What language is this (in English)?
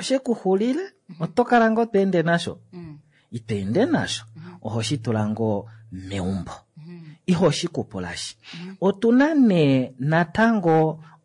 Kuanyama